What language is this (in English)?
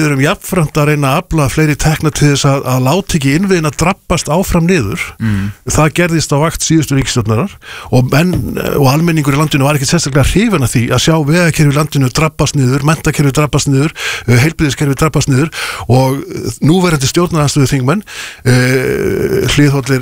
Icelandic